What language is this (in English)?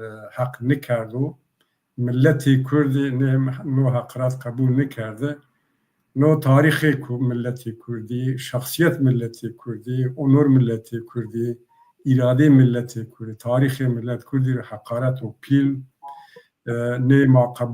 Zaza